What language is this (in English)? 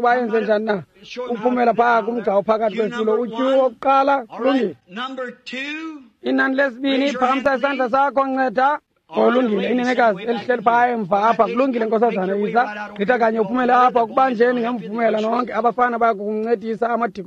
Xhosa